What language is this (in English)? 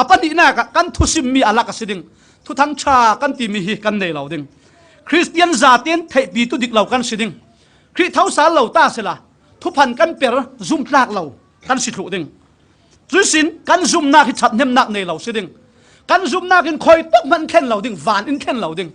Falam Chin